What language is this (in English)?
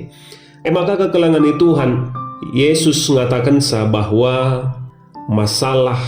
Batak Karo